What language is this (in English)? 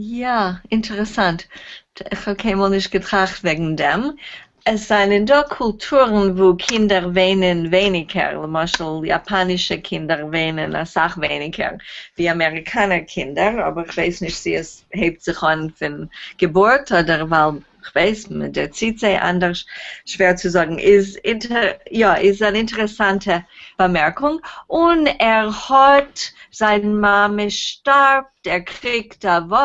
Yiddish